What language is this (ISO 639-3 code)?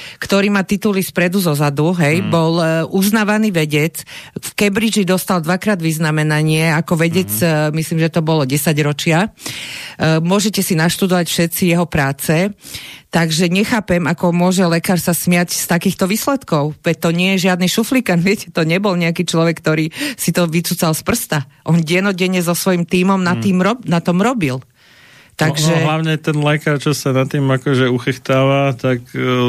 slk